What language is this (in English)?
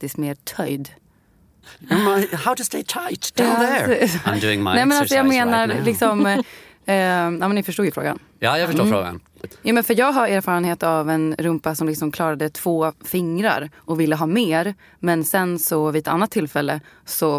Swedish